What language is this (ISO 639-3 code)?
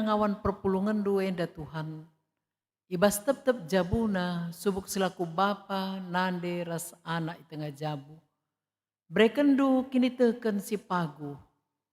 btx